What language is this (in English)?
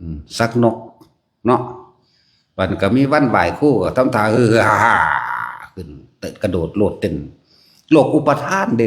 Northeastern Thai